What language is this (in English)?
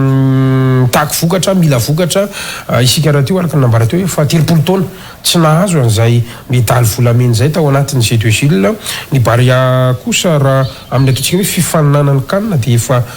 Malagasy